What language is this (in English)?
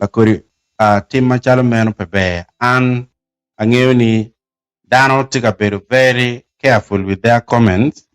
Acoli